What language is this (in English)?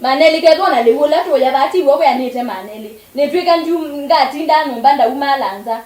Kamba